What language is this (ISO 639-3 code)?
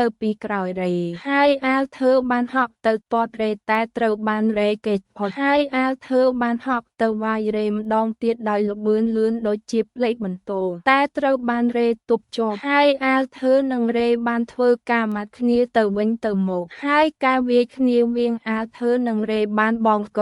khm